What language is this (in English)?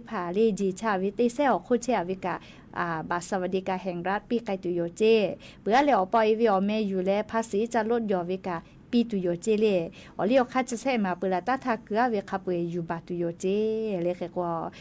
Lahu